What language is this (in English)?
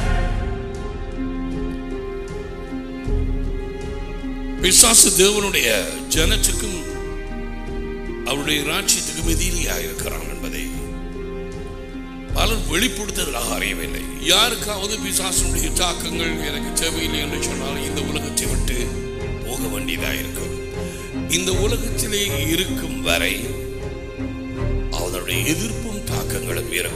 Tamil